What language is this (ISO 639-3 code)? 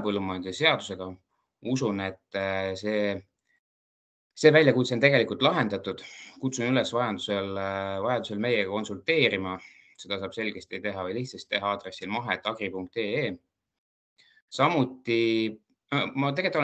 est